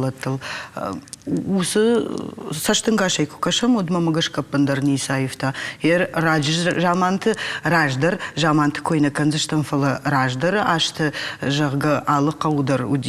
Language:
Ossetic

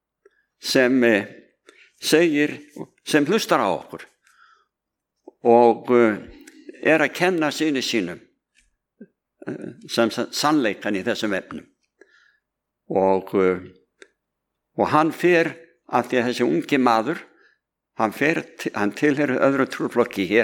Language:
Icelandic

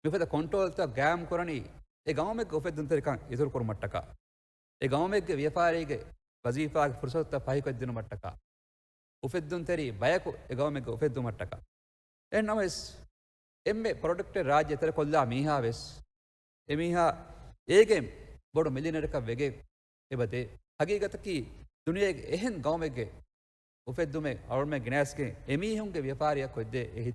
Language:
Divehi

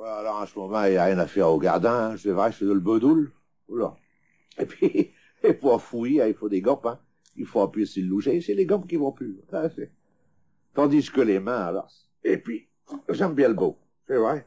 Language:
Picard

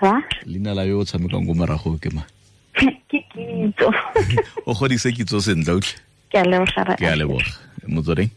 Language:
Tswana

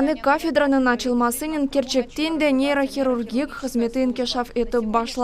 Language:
Crimean Tatar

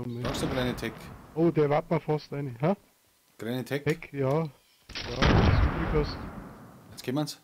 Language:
Bavarian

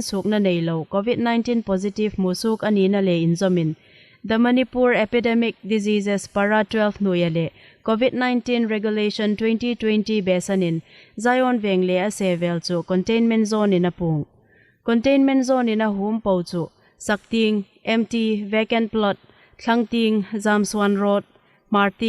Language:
Hmar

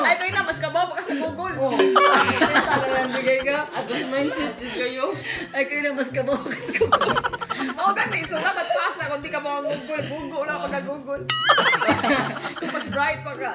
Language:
Cebuano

